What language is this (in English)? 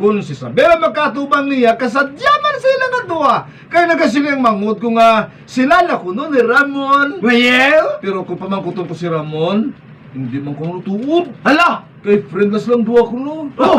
Hiligaynon